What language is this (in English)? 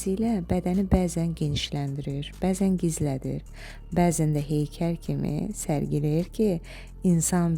Azerbaijani